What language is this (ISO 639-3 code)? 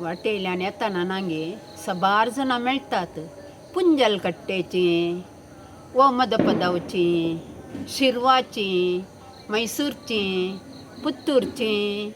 kok